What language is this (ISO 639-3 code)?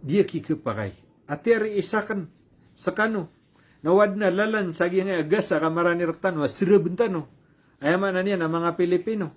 mrw